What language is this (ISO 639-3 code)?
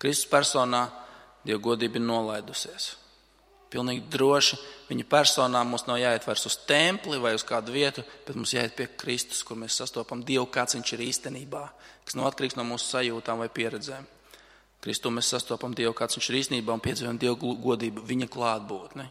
lav